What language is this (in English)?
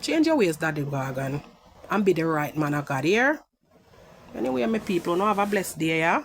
Jamaican Creole English